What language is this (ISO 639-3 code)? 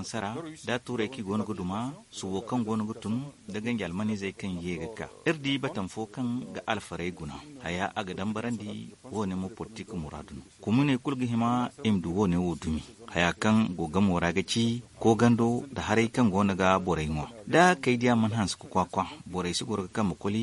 dje